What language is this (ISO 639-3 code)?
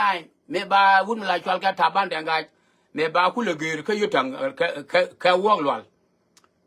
nus